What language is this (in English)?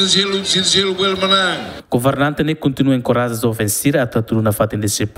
Tetum